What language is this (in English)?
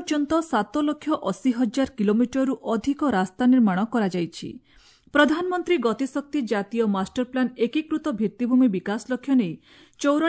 Odia